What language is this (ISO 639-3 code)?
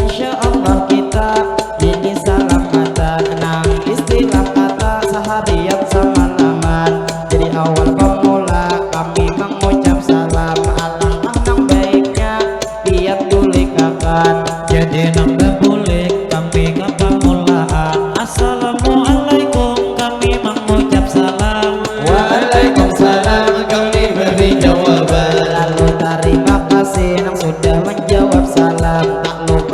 bjn